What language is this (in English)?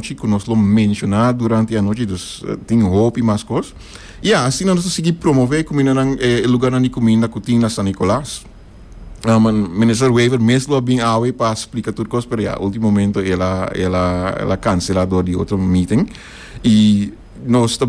Papiamento